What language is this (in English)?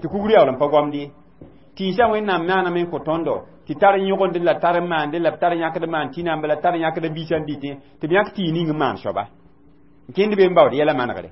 Mossi